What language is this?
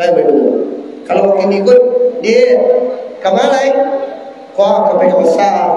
Minangkabau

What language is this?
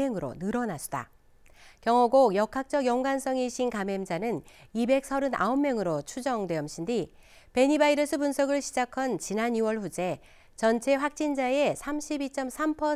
Korean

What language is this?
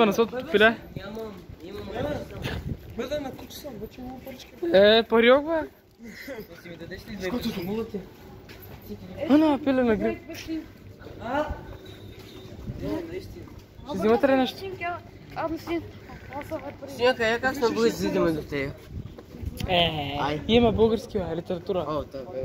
Bulgarian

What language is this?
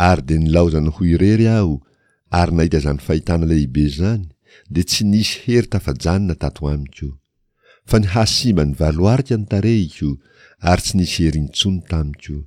Malagasy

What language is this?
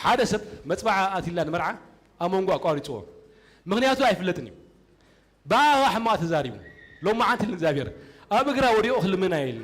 Tigrinya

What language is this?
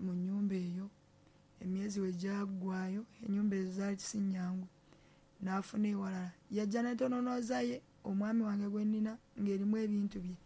Ganda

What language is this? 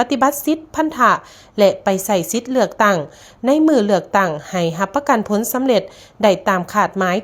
Lao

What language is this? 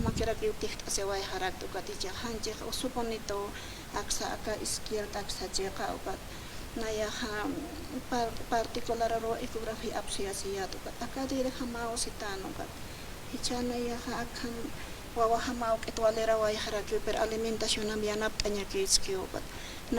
Aymara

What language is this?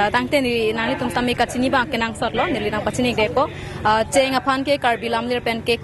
Karbi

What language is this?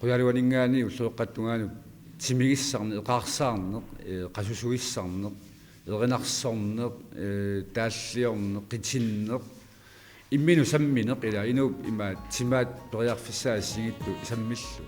Kalaallisut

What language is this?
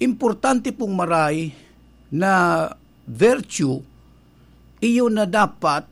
Bikol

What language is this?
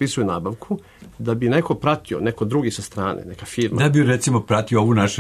Serbian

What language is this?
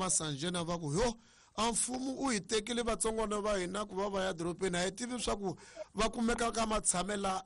Tsonga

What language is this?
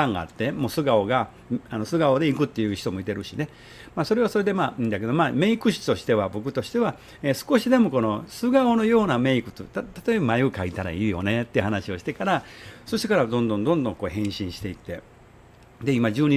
Japanese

